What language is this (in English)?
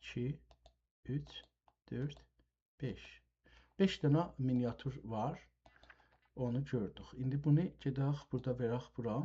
South Azerbaijani